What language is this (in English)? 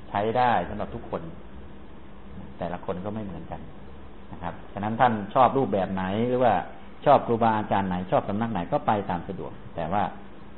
Thai